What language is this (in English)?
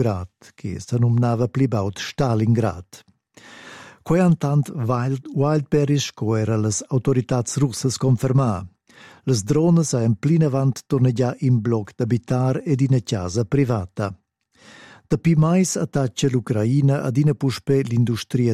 Romansh